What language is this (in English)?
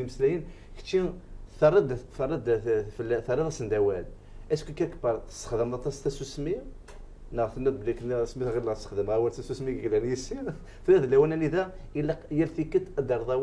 Kabyle